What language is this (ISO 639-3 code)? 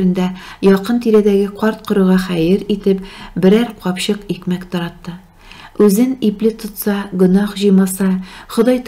tat